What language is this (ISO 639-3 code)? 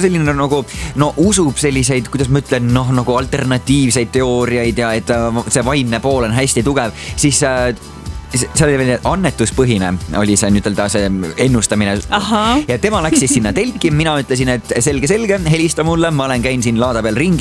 est